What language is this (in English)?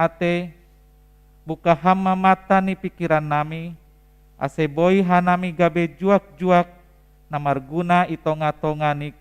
Batak Simalungun